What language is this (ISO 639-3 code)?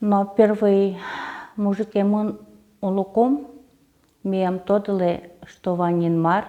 udm